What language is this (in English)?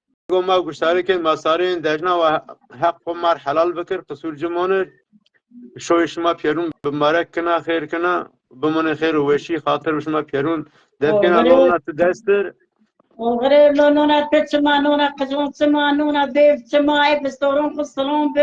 Zaza